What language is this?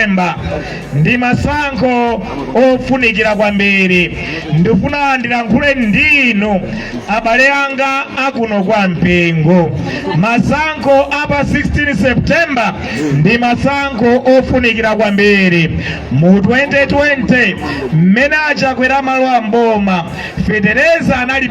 Nyanja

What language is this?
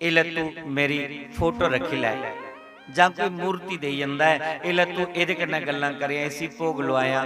Dogri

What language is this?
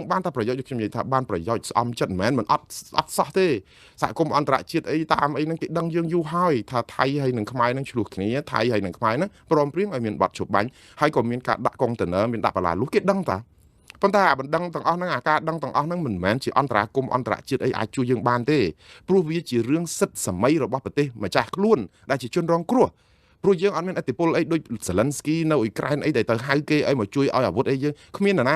Khmer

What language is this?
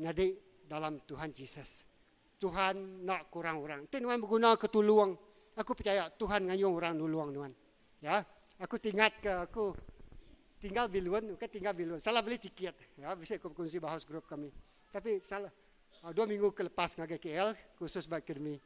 Iban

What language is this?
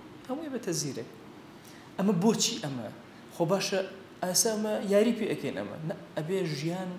Central Kurdish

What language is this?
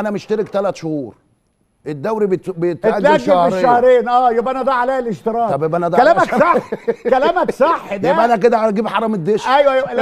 Egyptian Arabic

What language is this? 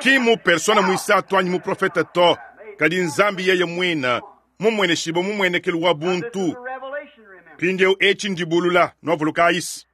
Luba-Lulua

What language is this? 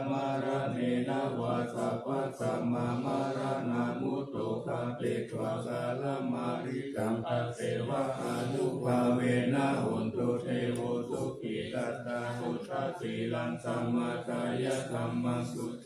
Pali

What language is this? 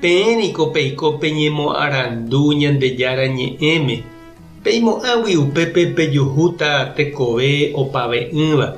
Guarani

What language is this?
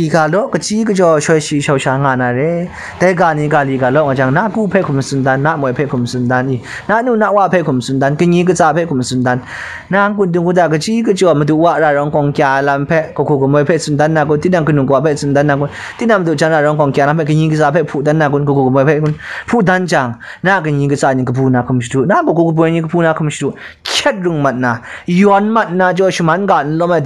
Kachin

